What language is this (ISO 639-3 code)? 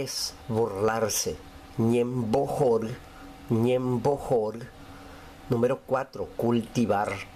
grn